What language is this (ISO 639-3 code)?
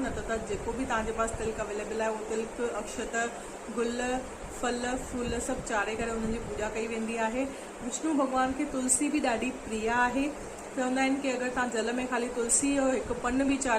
snd